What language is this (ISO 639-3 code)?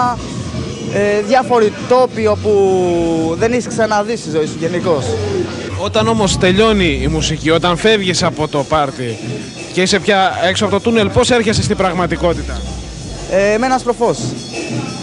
ell